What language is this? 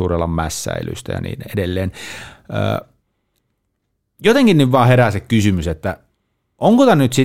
Finnish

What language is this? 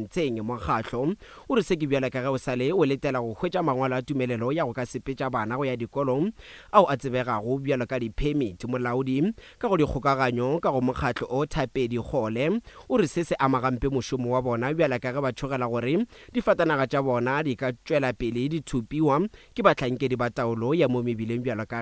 Northern Sotho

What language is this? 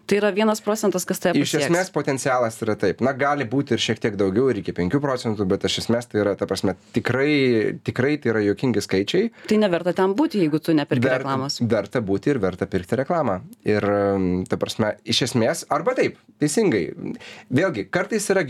Lithuanian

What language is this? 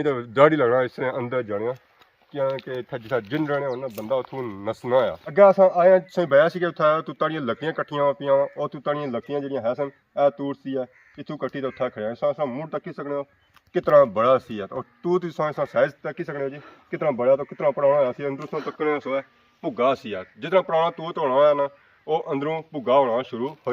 Pahari-Potwari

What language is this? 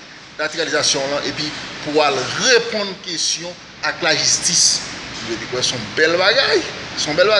Haitian Creole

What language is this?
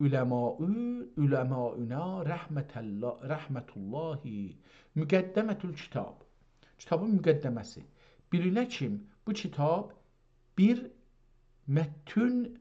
South Azerbaijani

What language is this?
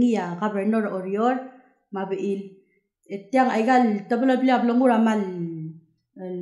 Palauan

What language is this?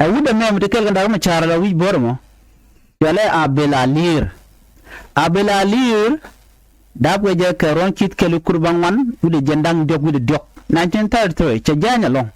Nuer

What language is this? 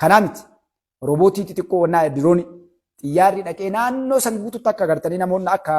Oromo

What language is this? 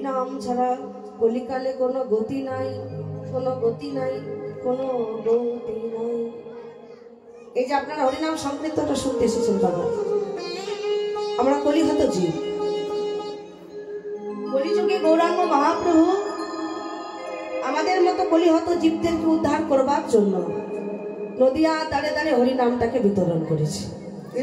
Bangla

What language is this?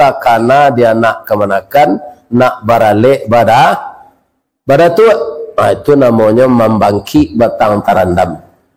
Minangkabau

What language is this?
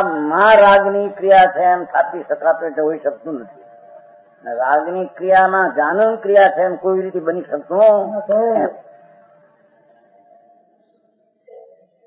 Gujarati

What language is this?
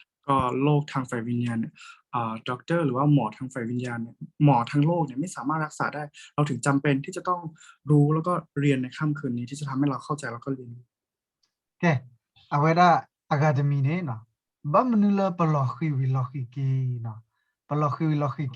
S'gaw Karen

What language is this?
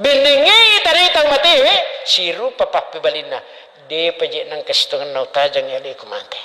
Buginese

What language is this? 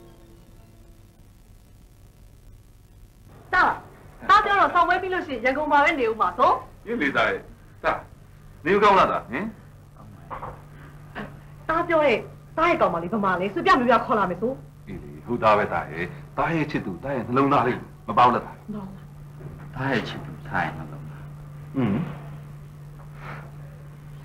Burmese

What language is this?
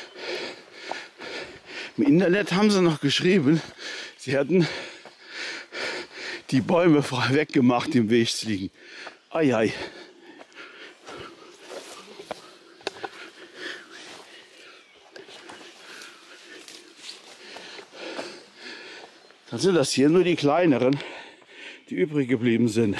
German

